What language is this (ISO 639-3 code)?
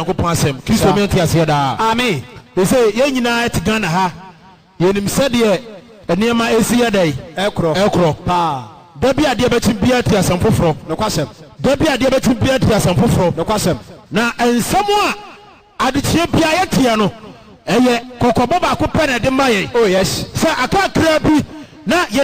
aka